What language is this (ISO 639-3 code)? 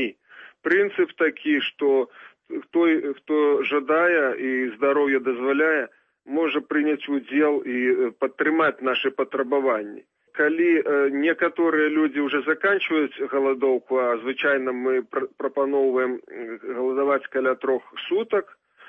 bel